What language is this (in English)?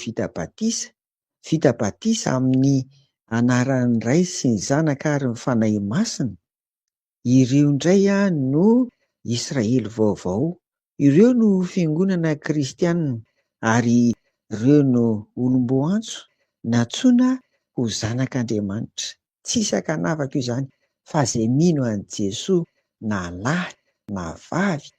Malagasy